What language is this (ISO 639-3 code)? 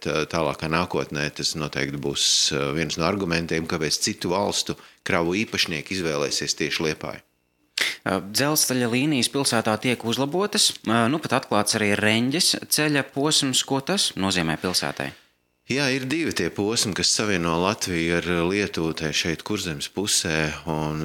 lav